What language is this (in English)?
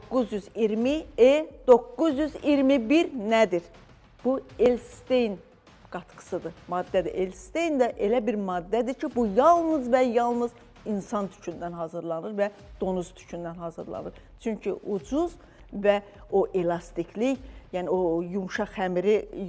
Azerbaijani